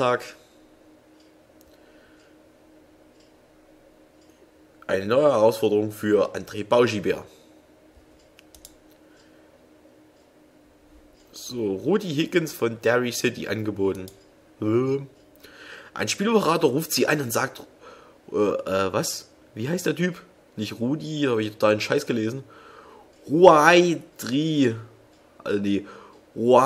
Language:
German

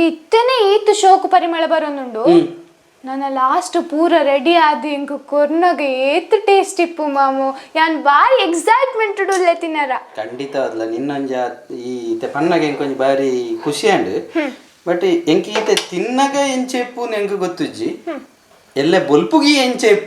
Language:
Tulu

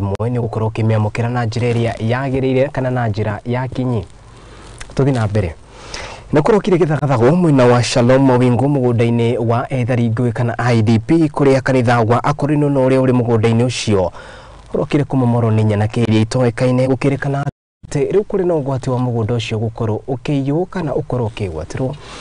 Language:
Kikuyu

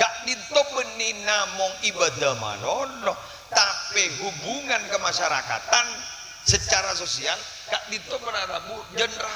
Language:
Madurese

